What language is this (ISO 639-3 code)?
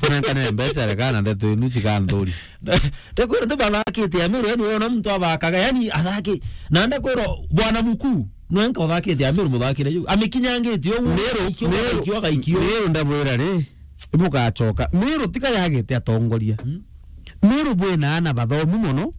mer